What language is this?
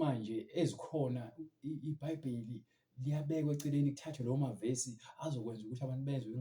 Zulu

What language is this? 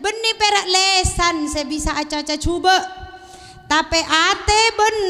Madurese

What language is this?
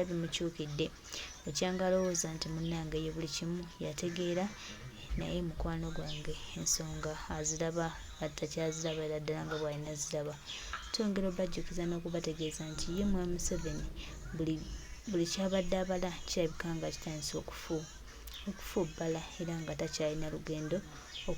Ganda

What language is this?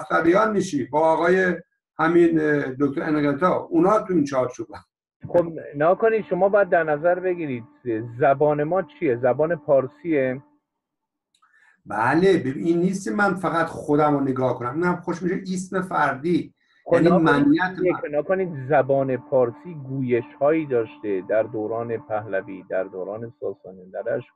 Persian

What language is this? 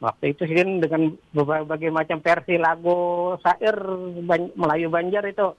Banjar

